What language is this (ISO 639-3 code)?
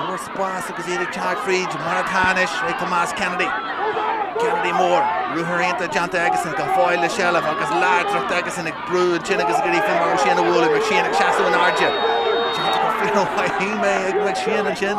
gle